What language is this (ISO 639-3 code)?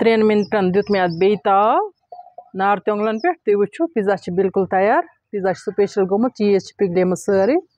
kas